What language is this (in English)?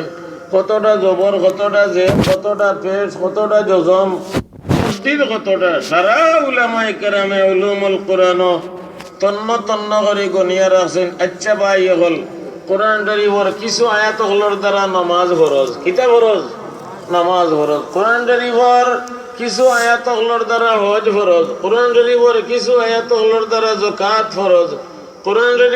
Sylheti